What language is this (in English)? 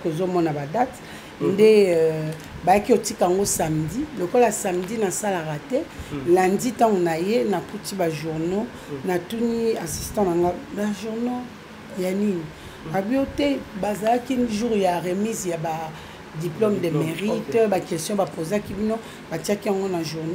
Lingala